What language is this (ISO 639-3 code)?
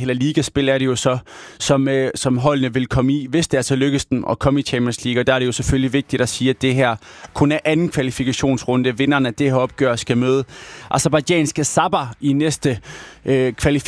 dan